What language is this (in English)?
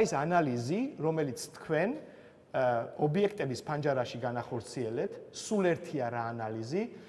Georgian